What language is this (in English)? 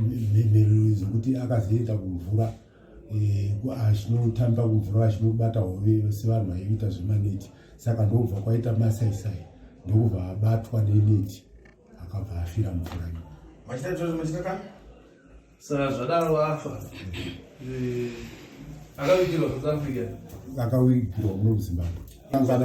Shona